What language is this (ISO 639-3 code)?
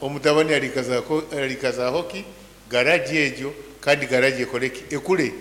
nyn